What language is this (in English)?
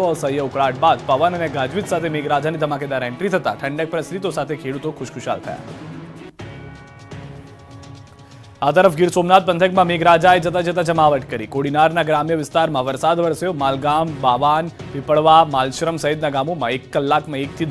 Gujarati